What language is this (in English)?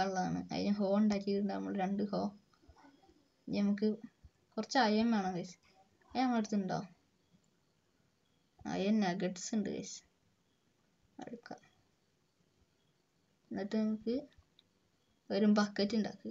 Malayalam